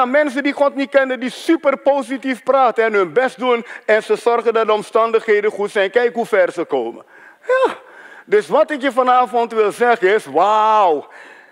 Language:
Dutch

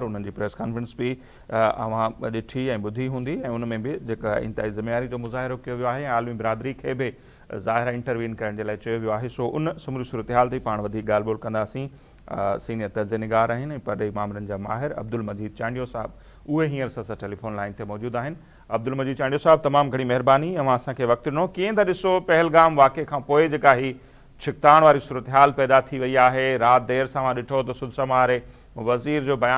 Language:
Sindhi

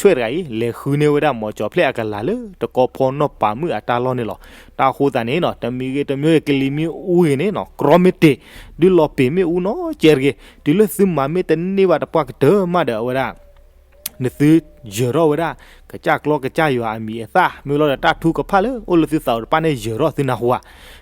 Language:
S'gaw Karen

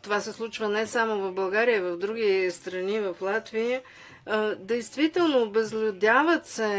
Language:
Bulgarian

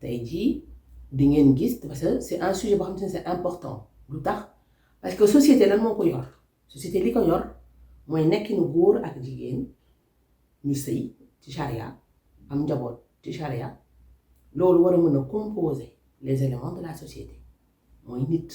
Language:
Wolof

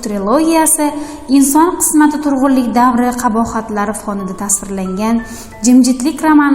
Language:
Uzbek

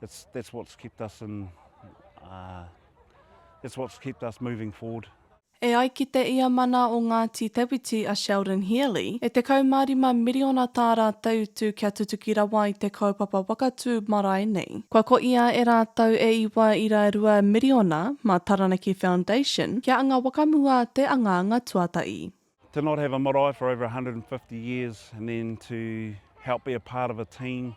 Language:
Māori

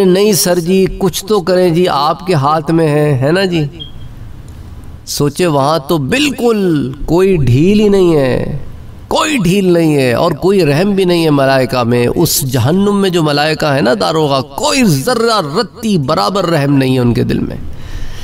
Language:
Urdu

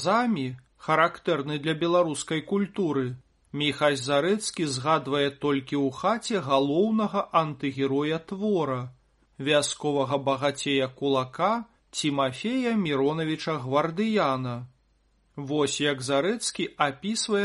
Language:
Belarusian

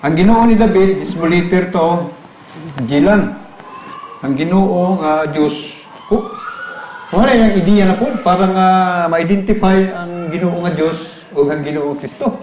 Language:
Cebuano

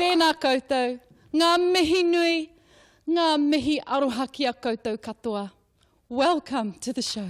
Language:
Māori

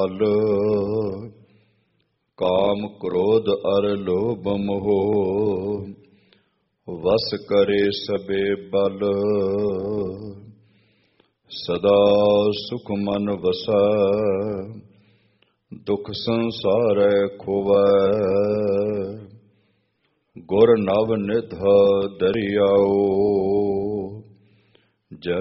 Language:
Punjabi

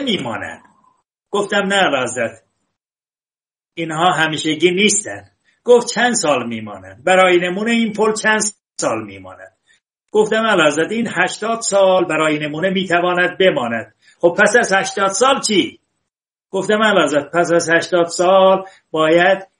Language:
Persian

